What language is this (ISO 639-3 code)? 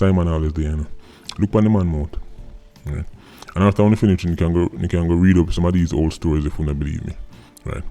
jam